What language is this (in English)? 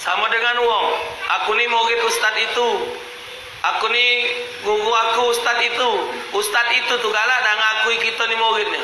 Musi